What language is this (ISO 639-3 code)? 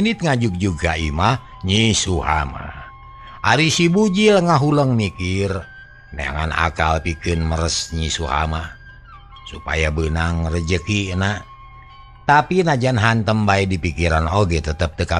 sun